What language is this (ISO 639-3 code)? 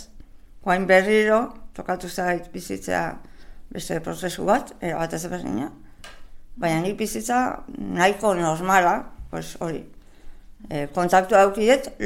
eus